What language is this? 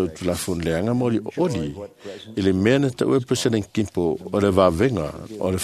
Samoan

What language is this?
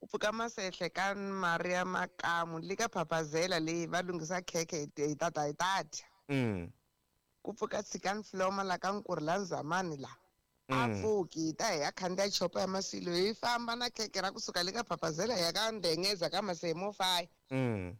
Tsonga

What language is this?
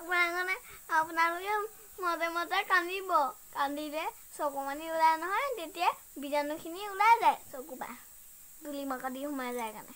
Assamese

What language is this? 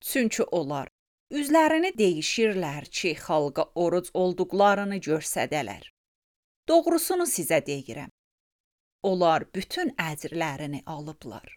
Azerbaijani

